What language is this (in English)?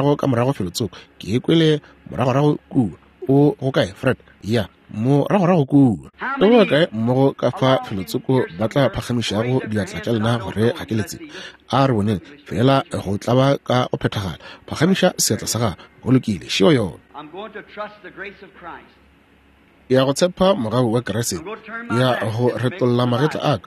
Northern Sotho